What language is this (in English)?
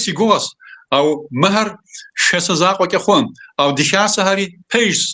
Kabardian